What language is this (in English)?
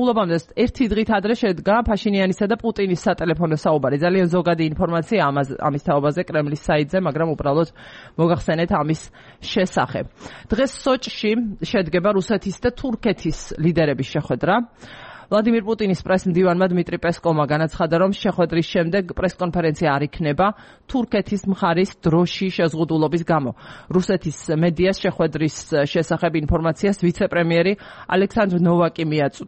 Georgian